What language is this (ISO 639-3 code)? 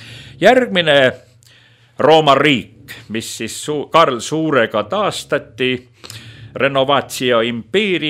est